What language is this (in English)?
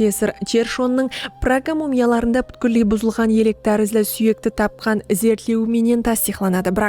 Kara-Kalpak